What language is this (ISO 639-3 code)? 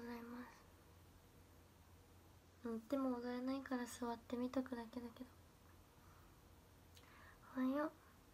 jpn